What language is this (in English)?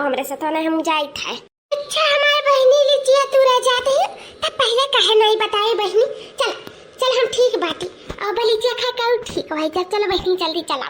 Awadhi